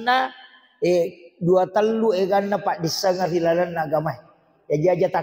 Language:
Buginese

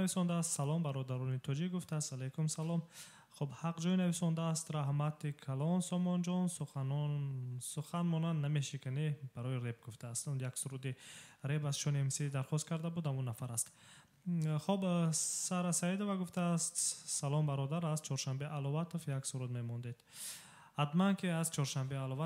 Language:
Tajik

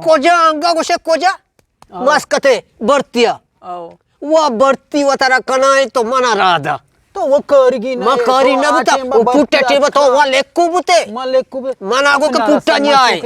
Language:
Eastern Balochi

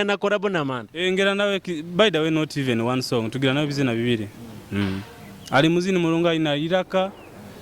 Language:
Nyoro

